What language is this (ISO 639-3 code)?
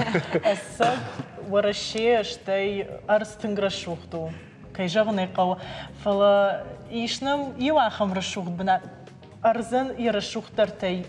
oss